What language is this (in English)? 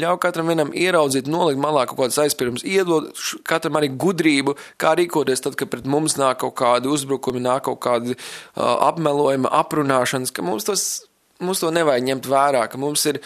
Latvian